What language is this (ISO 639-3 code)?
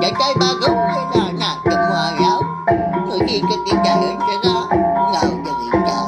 iba